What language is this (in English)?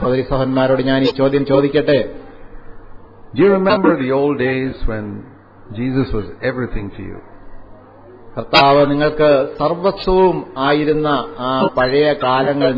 Malayalam